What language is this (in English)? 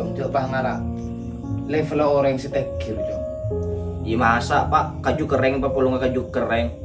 Madurese